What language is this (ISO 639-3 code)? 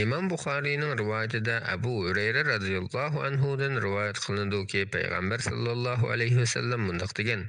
uig